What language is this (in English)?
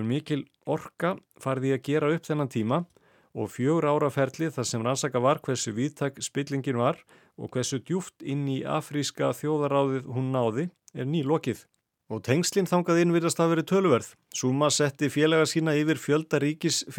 Icelandic